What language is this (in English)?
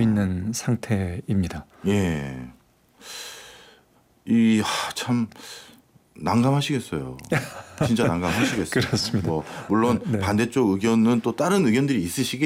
Korean